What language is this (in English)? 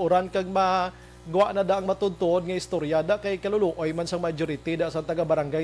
Hiligaynon